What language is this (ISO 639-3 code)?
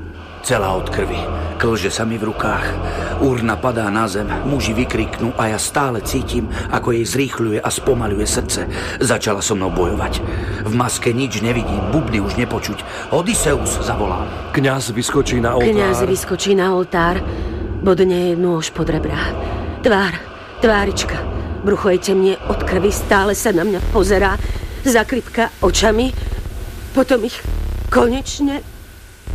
slk